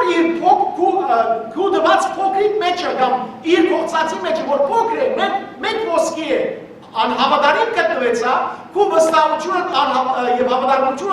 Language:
Western Armenian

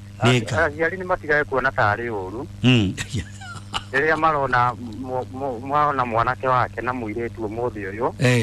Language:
Kikuyu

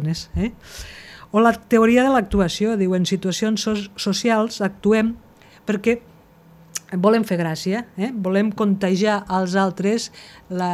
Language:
Catalan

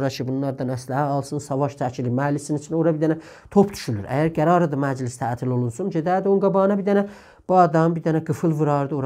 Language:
South Azerbaijani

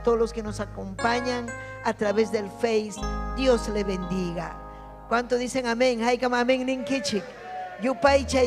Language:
Ayacucho Quechua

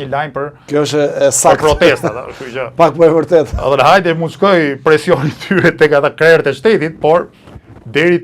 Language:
Albanian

